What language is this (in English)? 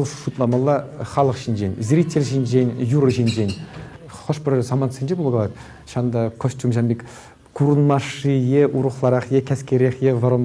Chuvash